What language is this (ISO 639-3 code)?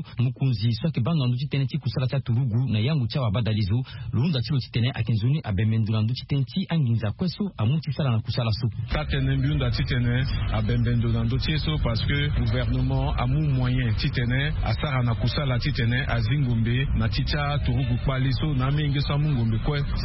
sag